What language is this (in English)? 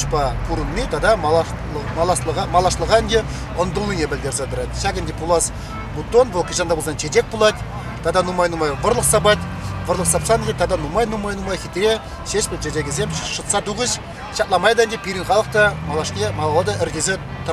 Chuvash